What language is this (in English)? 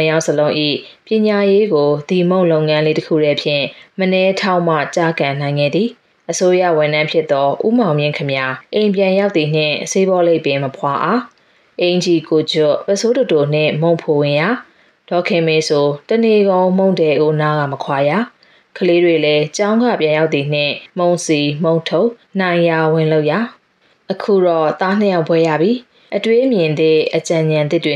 Burmese